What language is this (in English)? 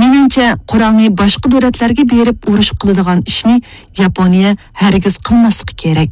Uyghur